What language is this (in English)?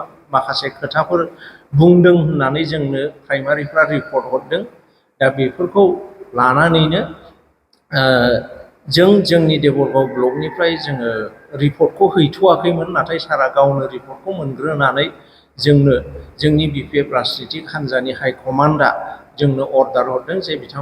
Bodo